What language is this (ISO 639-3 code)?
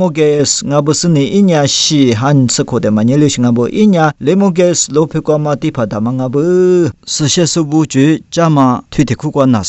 lis